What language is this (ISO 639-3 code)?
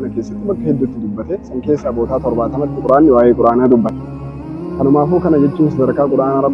orm